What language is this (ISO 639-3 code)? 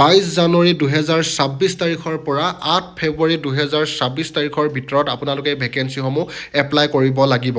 asm